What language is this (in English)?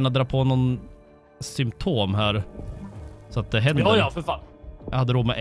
Swedish